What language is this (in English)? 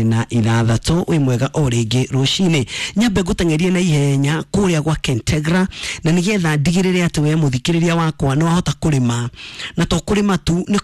Kikuyu